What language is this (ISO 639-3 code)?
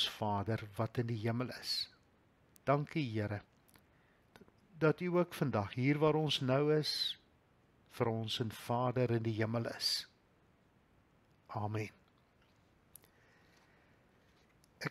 afr